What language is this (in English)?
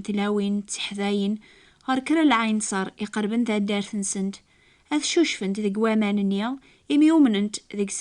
Kabyle